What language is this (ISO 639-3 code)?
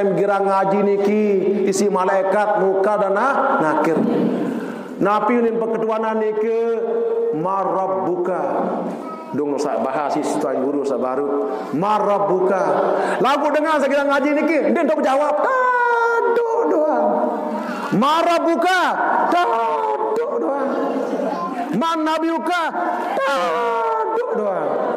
sas